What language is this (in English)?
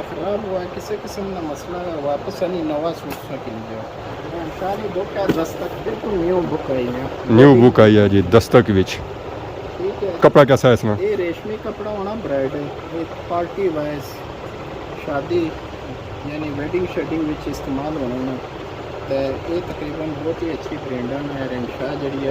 Pahari-Potwari